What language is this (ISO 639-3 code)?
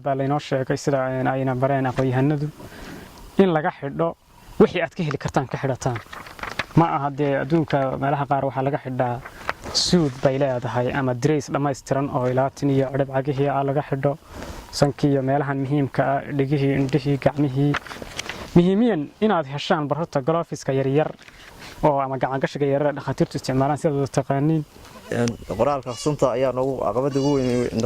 som